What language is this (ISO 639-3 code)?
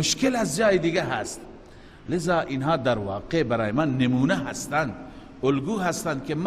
fas